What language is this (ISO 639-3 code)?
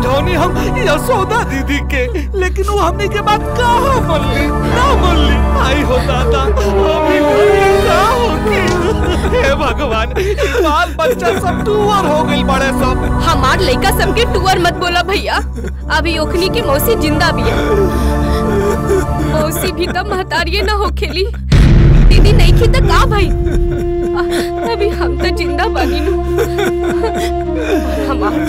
bho